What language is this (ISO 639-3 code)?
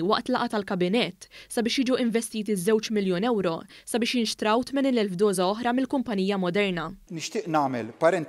mlt